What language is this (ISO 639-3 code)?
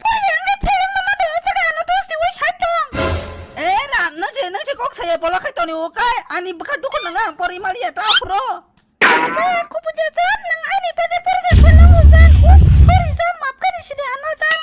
trp